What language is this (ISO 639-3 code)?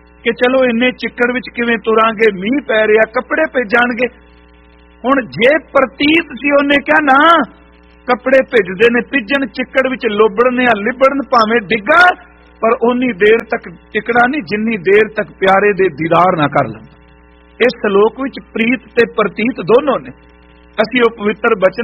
pan